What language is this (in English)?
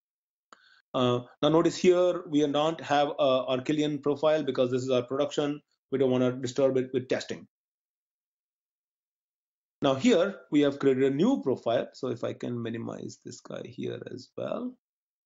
English